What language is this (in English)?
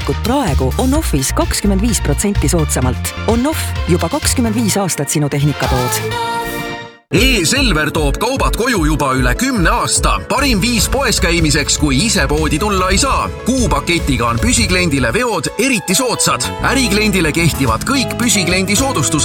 Estonian